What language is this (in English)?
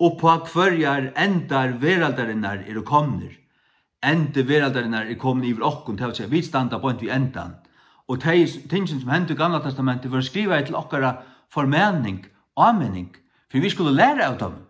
Faroese